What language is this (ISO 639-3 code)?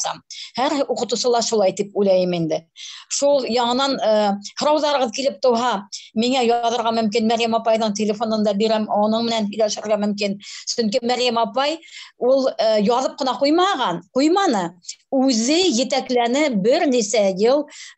bak